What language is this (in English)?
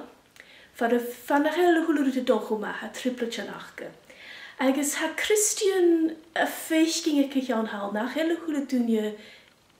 Scottish Gaelic